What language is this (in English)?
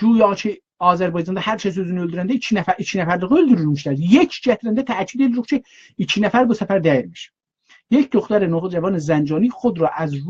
South Azerbaijani